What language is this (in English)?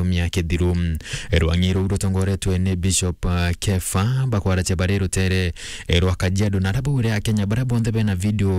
Meru